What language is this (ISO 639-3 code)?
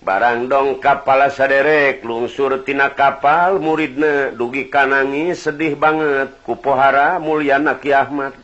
sun